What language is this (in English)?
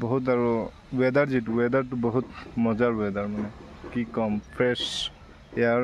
Assamese